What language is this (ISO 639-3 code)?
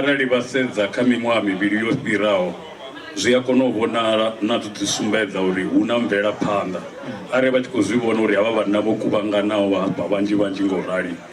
ven